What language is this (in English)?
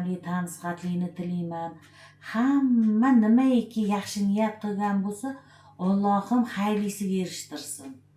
Uzbek